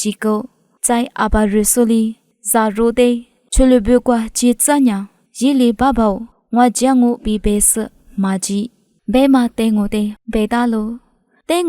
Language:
Lisu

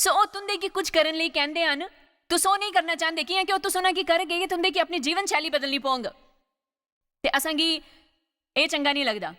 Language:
Dogri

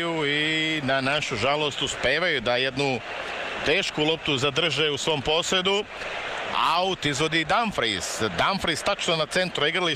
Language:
Serbian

